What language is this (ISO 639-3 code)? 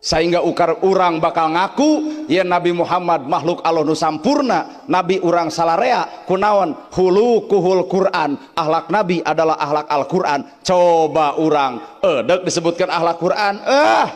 sun